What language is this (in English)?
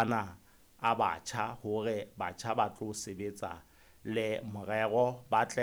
Southern Sotho